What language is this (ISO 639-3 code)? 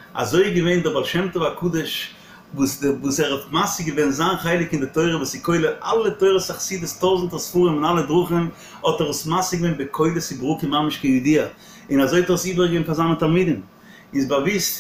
yid